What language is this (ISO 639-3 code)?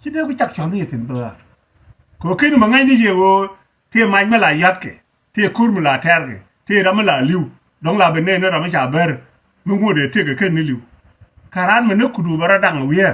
nus